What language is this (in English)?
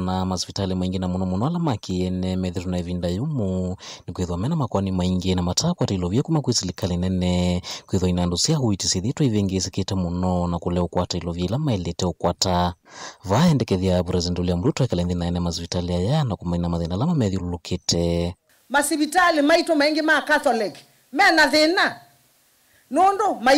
Kamba